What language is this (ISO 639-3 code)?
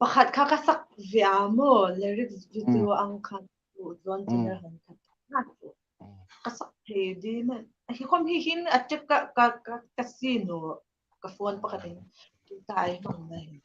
hmr